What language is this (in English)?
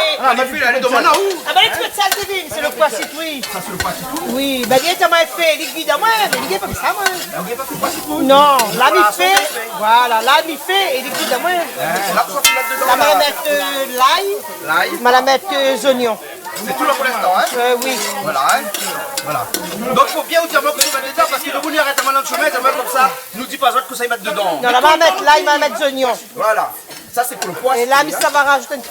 Réunion Creole French